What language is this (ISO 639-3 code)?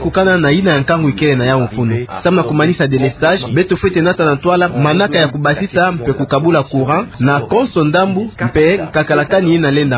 ktu